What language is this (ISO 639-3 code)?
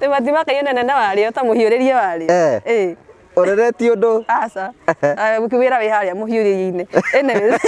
kik